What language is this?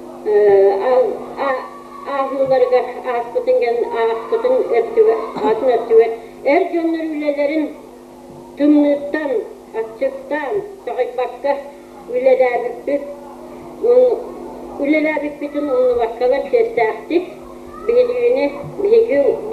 Yakut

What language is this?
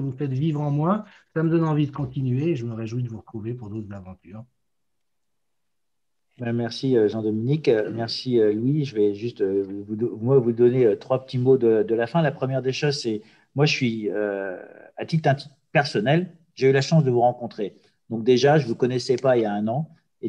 French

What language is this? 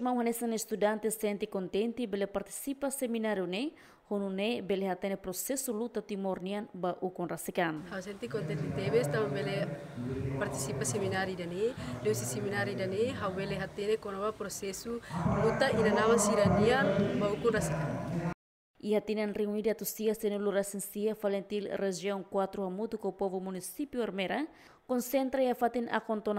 Tetum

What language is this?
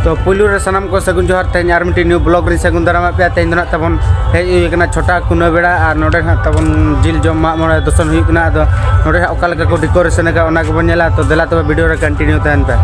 Santali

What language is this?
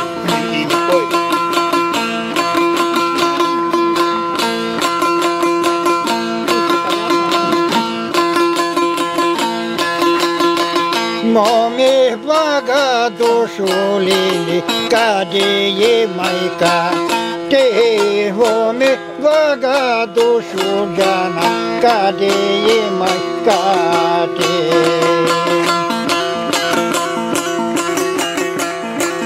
Bulgarian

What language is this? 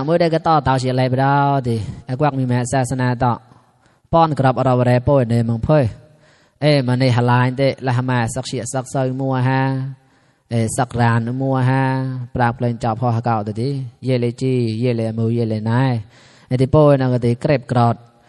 Mon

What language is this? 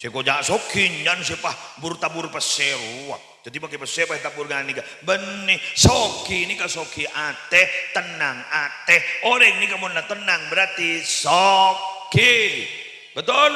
Madurese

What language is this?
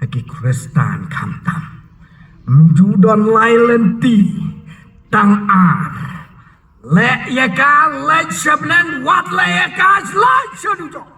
Khasi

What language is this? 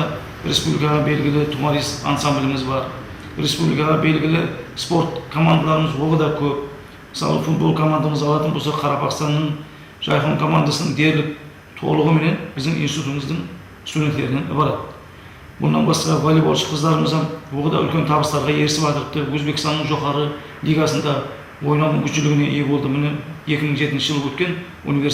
Kara-Kalpak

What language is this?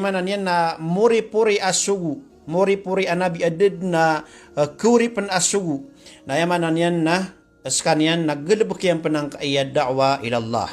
Maranao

